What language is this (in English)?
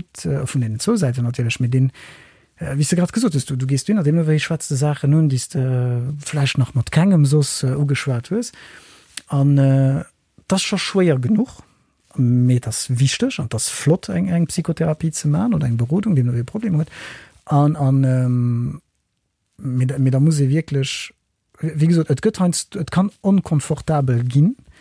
Luxembourgish